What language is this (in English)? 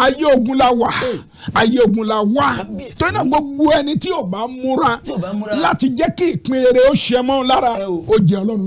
Yoruba